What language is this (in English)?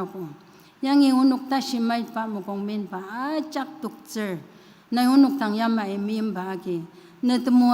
Ao Naga